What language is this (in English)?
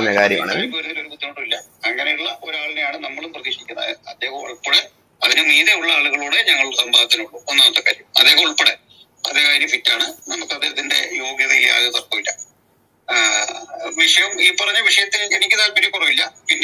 Malayalam